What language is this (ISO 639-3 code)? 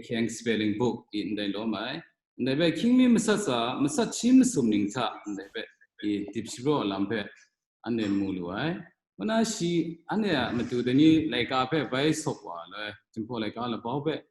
kac